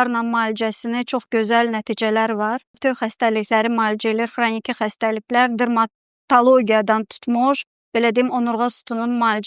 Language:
Azerbaijani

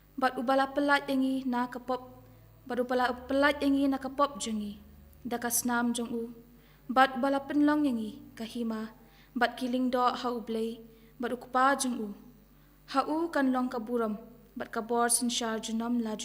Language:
Khasi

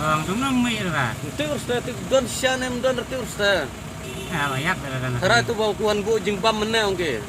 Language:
Khasi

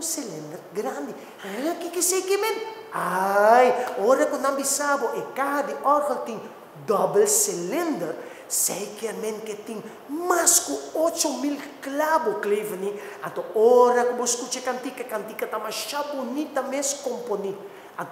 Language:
Papiamento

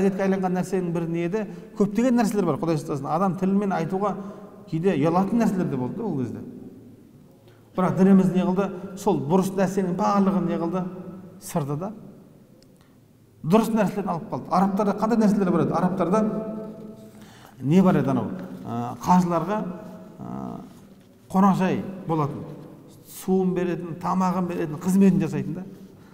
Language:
Kazakh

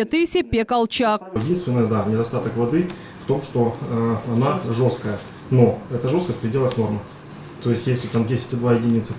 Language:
Crimean Tatar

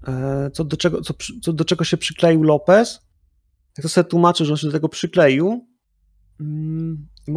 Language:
Polish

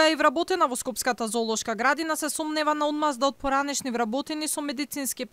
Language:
Macedonian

